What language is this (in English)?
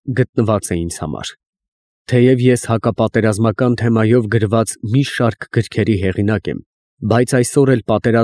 Armenian